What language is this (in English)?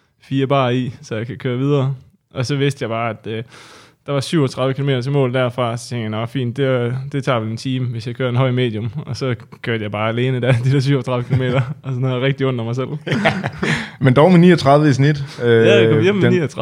Danish